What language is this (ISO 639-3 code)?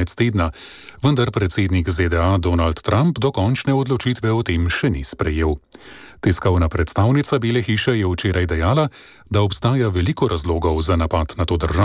slv